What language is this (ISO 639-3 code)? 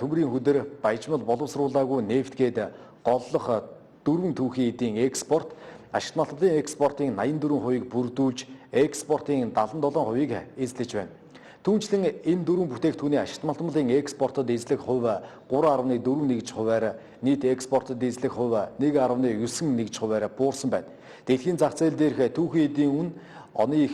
mon